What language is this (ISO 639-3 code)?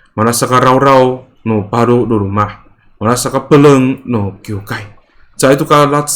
ami